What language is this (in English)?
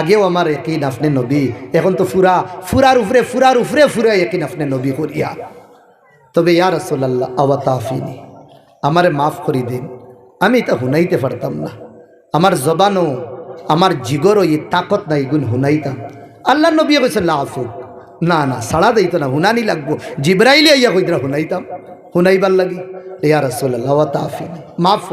Sylheti